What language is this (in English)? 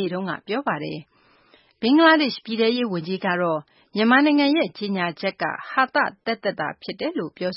Burmese